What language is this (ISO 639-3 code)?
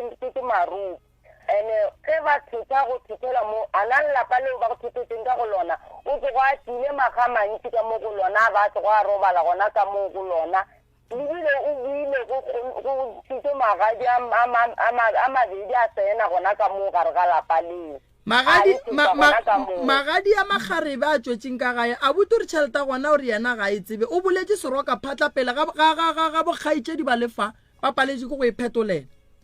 nso